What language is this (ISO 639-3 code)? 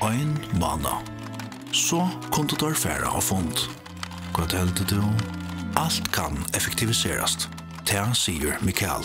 fao